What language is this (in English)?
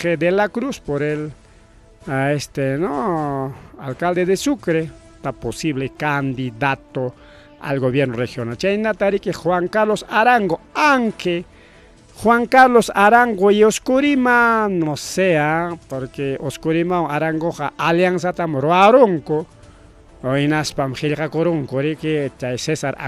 Ayacucho Quechua